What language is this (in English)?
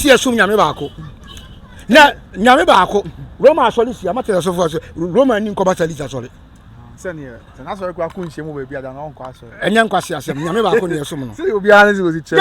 Akan